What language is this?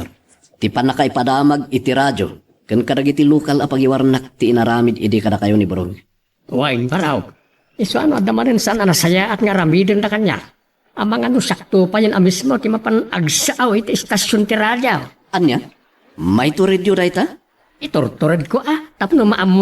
Iloko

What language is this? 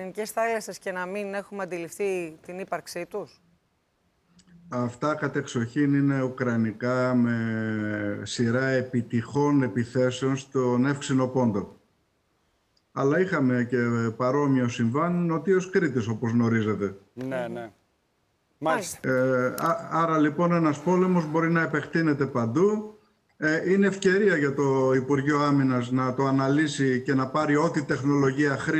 Greek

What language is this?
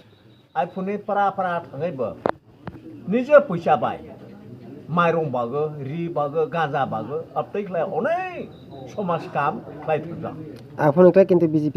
Kok Borok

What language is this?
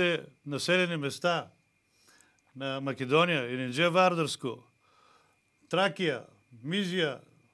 Bulgarian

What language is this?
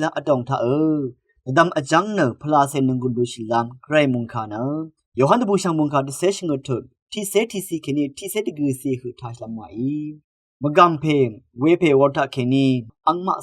Rawang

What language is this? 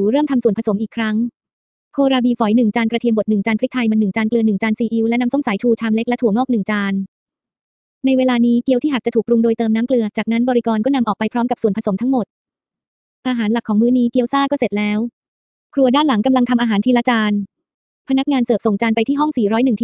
Thai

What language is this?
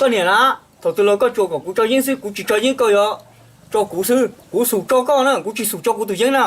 Hmong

